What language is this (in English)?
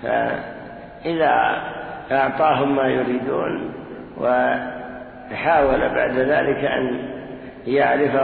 Arabic